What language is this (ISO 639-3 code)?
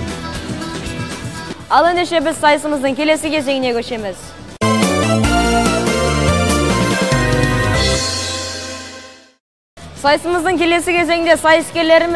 kaz